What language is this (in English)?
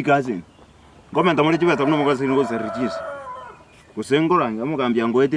Gusii